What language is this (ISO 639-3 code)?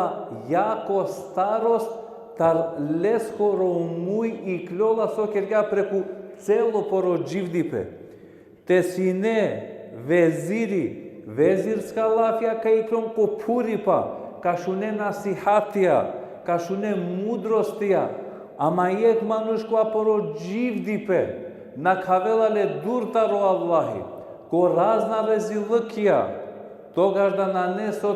rmn